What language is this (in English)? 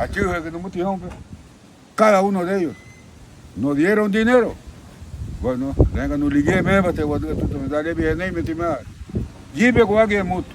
Garifuna